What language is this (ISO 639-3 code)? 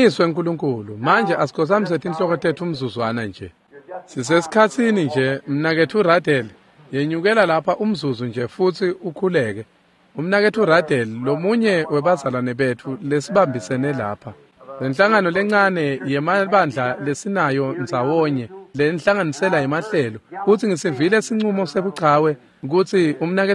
ssw